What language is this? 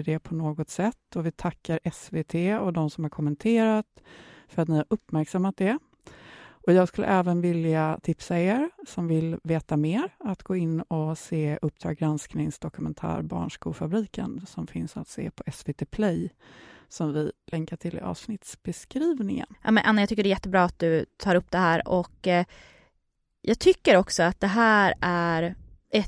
Swedish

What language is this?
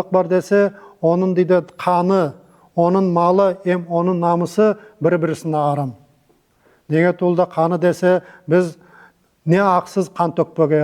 Nogai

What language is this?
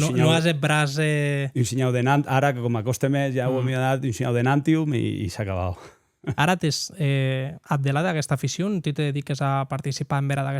Occitan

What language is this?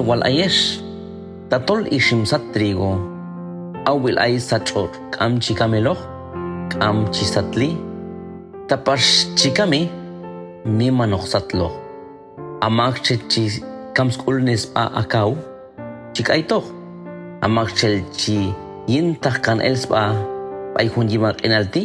Q'anjob'al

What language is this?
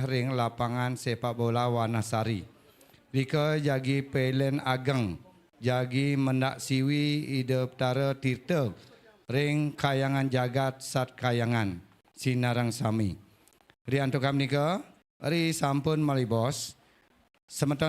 Balinese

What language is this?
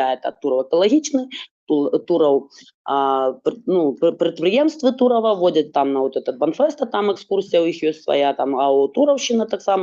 Belarusian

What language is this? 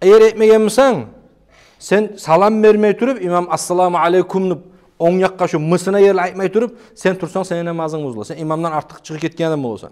Kumyk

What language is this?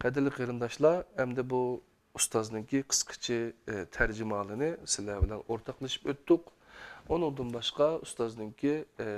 Uyghur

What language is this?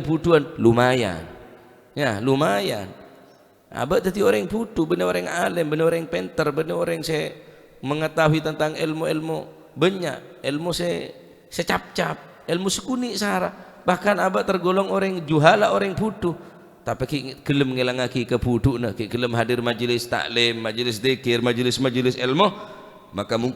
Madurese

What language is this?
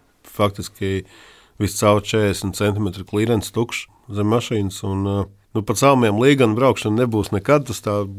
Latvian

